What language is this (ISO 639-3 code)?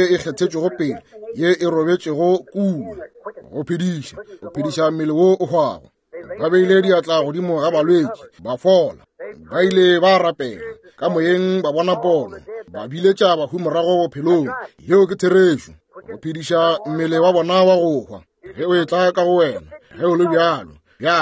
nso